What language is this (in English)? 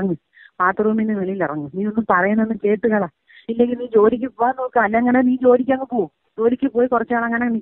Malayalam